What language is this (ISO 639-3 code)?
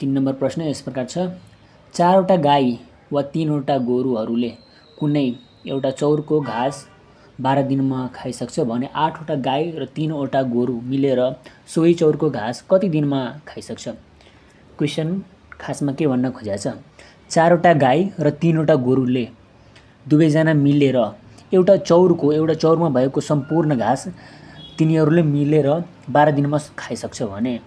nep